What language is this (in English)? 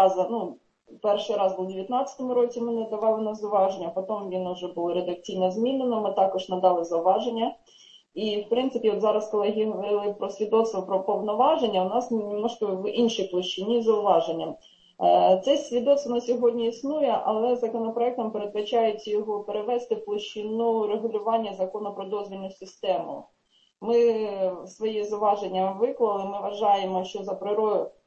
Ukrainian